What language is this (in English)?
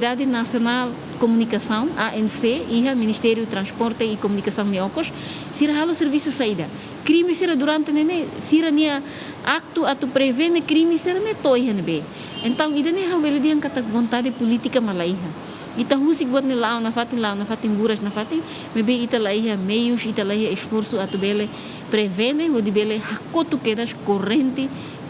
Tetum